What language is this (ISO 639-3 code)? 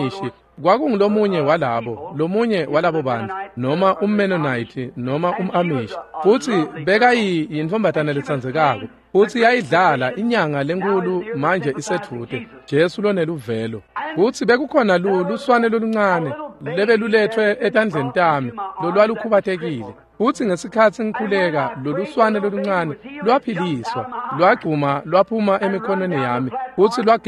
ssw